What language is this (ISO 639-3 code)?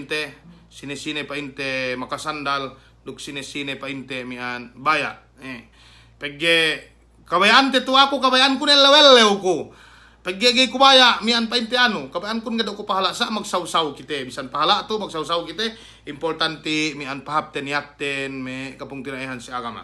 yka